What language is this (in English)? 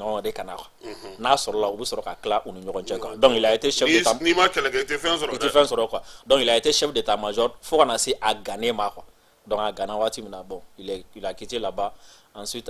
Bambara